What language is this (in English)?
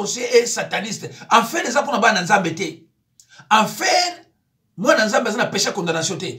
Lingala